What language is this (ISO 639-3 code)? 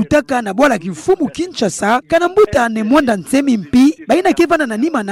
ktu